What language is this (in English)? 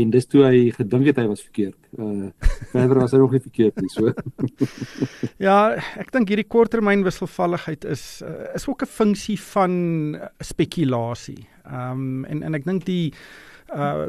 Afrikaans